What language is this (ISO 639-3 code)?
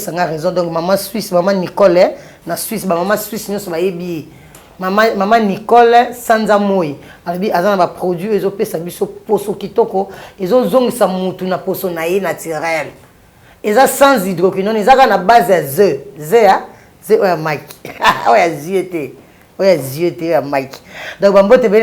lin